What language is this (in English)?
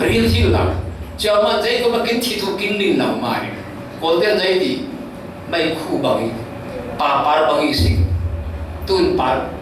Falam Chin